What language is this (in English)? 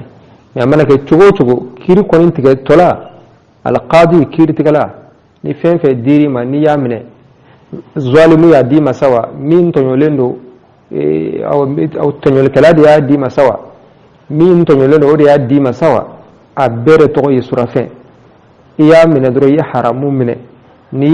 Bambara